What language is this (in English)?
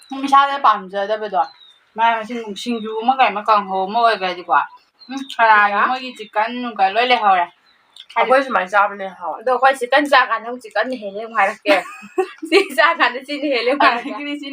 Manipuri